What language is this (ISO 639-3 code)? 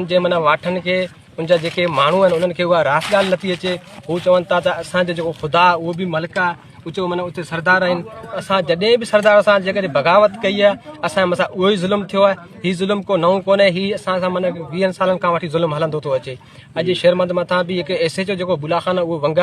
snd